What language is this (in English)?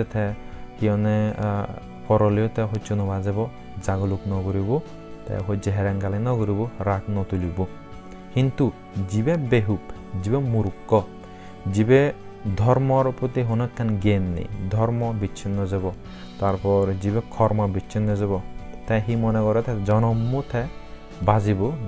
Chakma